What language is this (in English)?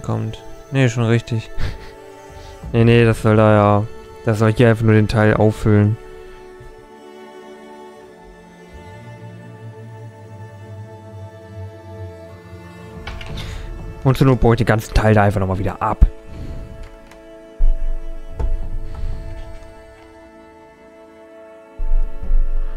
German